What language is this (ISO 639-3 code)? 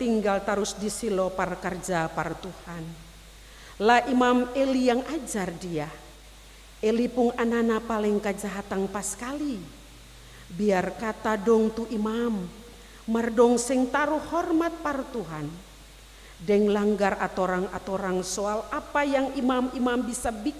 abs